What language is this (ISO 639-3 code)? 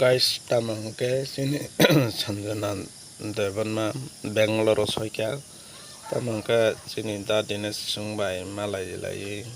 trp